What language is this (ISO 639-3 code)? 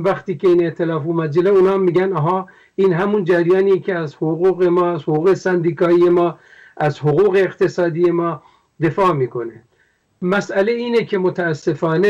fas